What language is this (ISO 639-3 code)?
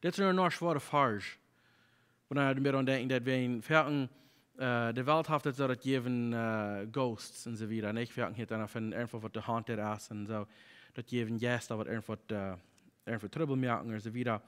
pdt